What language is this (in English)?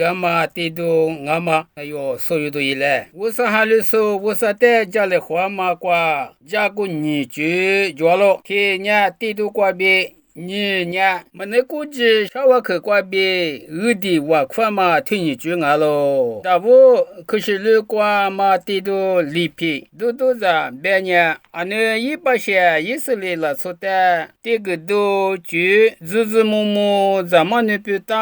Lisu